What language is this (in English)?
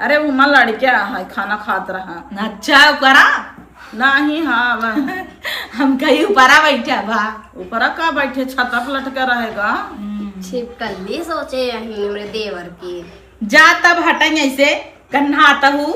Awadhi